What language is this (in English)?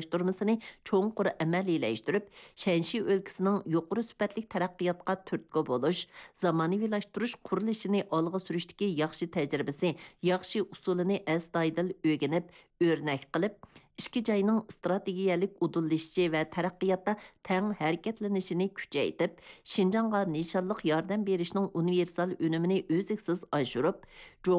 Uyghur